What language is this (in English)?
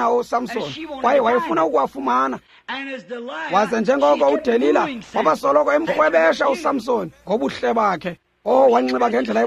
Xhosa